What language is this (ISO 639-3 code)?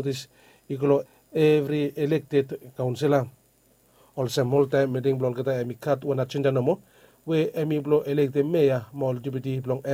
bis